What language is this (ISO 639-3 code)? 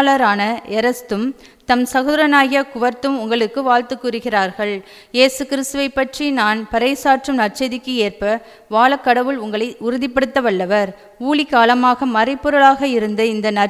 tam